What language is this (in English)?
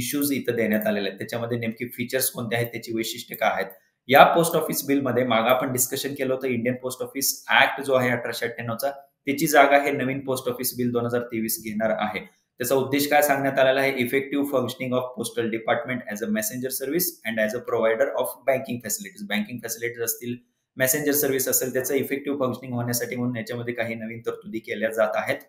Marathi